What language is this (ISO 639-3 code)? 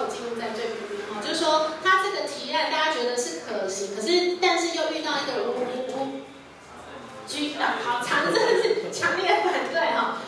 zho